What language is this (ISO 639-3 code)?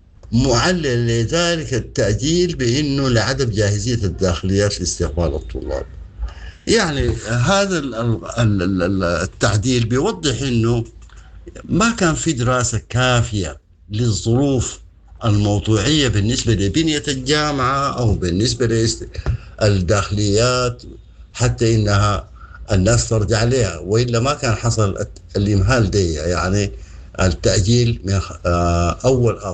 apd